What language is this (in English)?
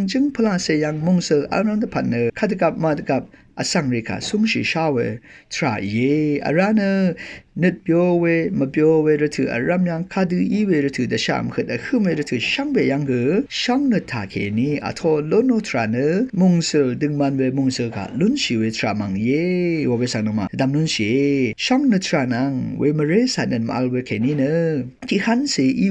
Rawang